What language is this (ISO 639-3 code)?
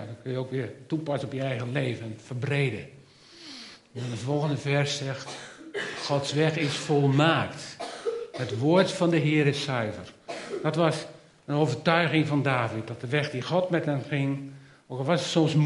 nld